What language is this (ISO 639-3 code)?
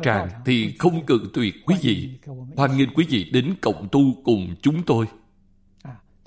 vie